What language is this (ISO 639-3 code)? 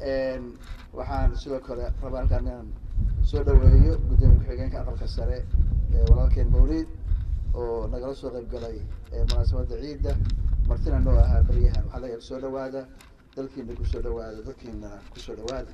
som